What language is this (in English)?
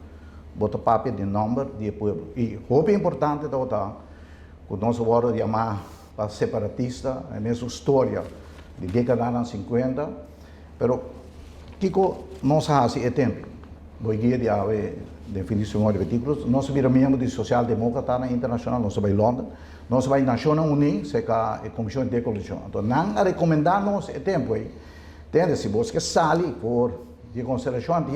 Papiamento